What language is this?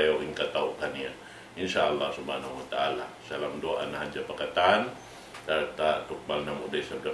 Tausug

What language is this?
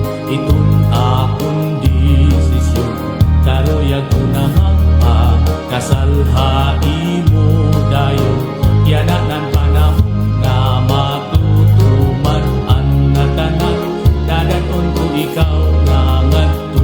Waray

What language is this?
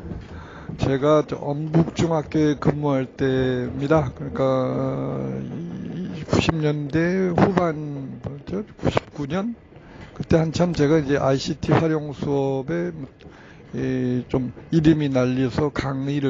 Korean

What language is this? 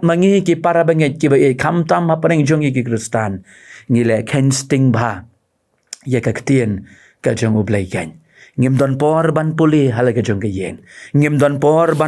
Khasi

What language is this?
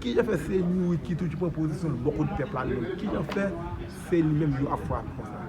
Haitian Creole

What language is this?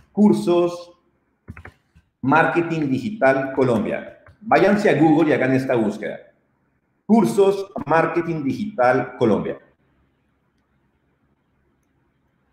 Spanish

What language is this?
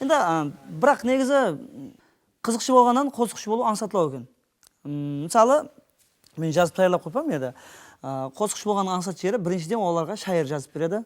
Kara-Kalpak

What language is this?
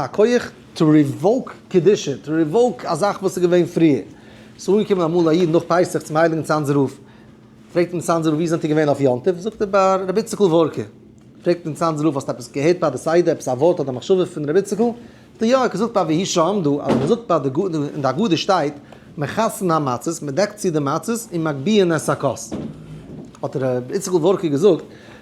Yiddish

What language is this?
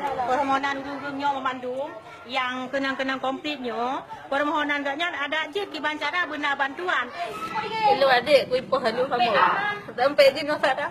Achinese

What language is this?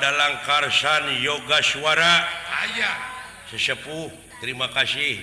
Sundanese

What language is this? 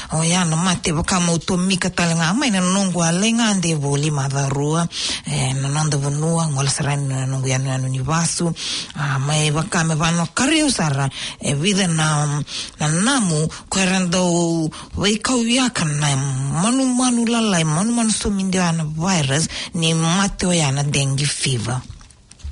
Fijian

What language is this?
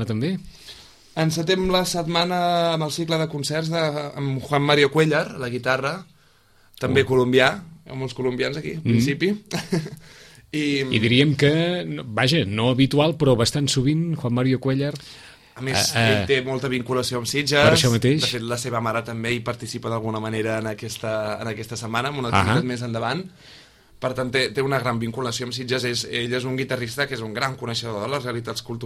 Catalan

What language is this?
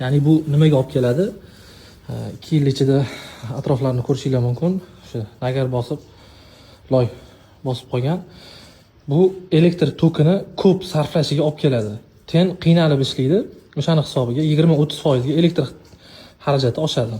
Uzbek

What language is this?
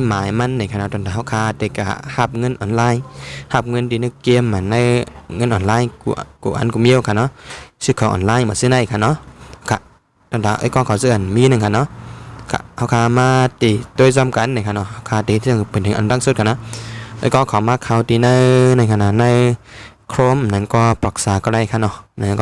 Shan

